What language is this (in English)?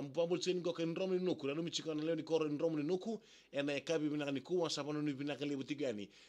Fijian